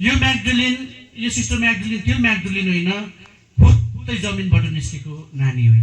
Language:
Nepali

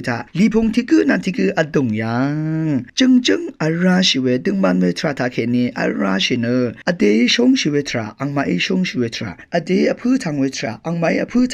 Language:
Rawang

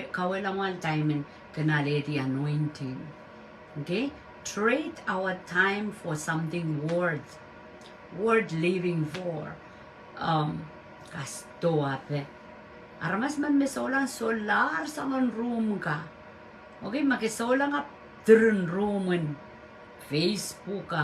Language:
Pohnpeian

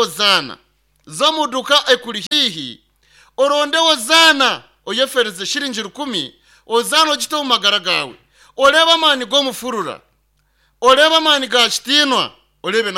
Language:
Nyankole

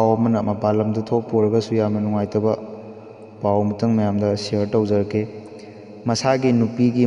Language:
Manipuri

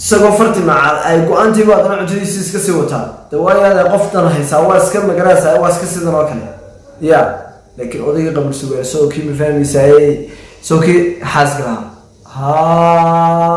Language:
Somali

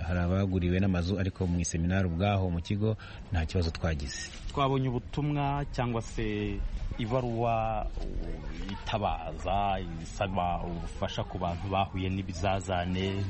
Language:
Kinyarwanda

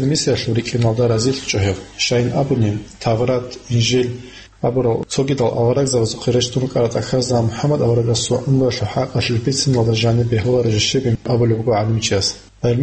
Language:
Avaric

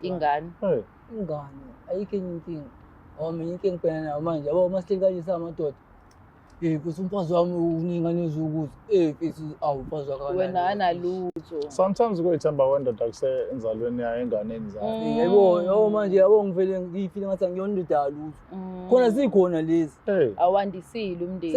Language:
Zulu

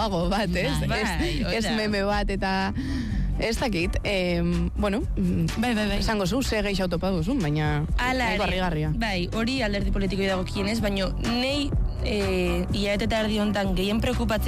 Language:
Basque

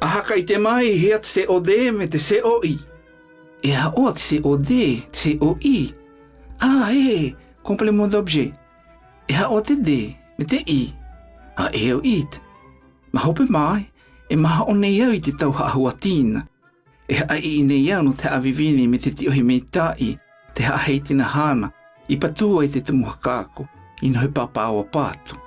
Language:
South Marquesan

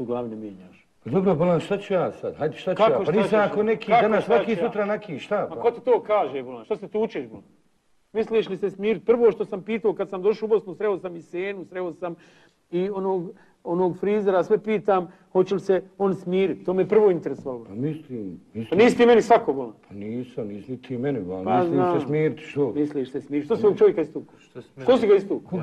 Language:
Bosnian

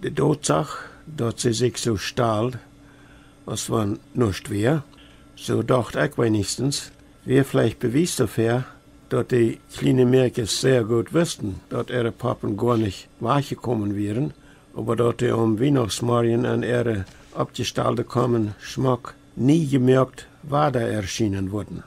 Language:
Plautdietsch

